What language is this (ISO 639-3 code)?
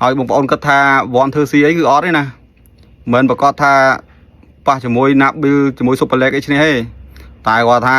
khm